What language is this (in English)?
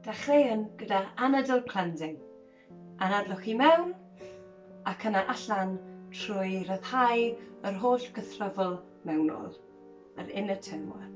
Welsh